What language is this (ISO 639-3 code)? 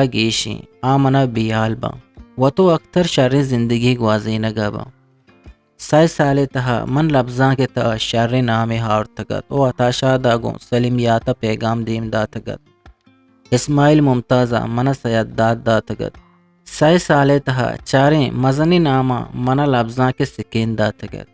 bgp